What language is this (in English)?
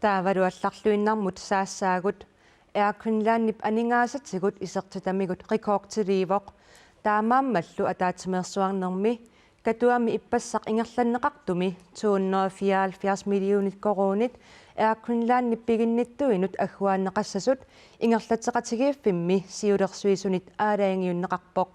Kalaallisut